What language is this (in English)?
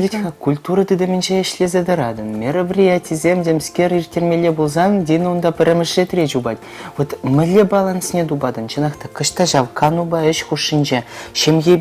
Chuvash